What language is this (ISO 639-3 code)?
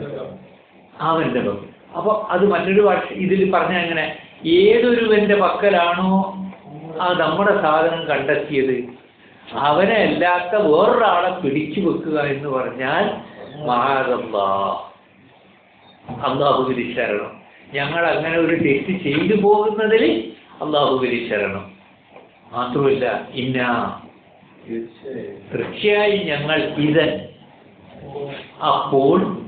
mal